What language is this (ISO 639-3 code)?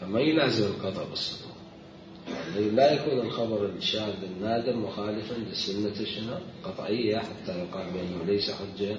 acm